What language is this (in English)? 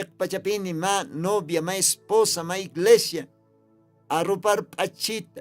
Aymara